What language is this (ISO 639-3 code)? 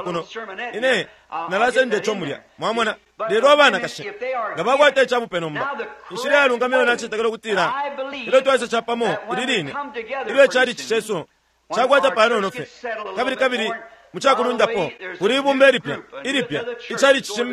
bem